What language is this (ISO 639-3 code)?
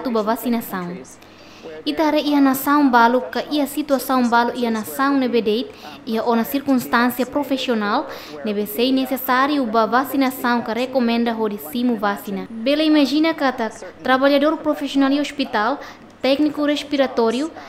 tet